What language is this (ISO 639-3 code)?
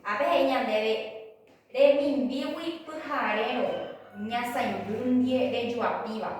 grn